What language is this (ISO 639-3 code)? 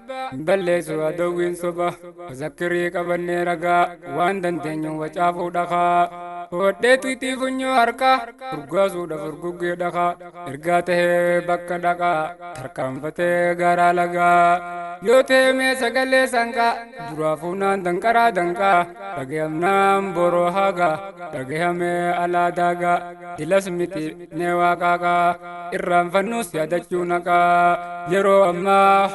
orm